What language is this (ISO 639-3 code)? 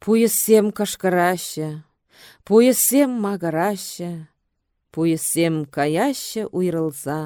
chv